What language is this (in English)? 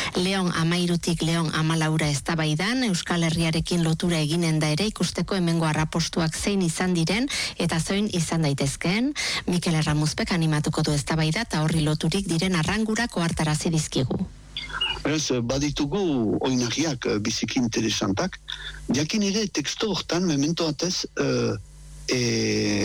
Basque